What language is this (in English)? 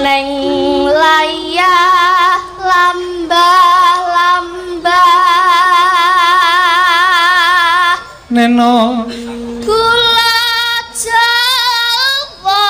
Javanese